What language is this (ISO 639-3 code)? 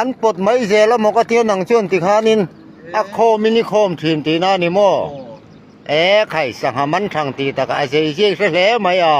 lus